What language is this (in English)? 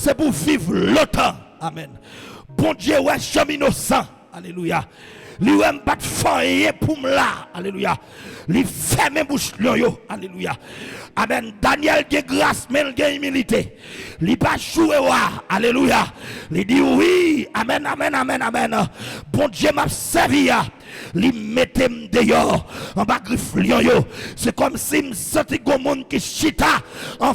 Haitian Creole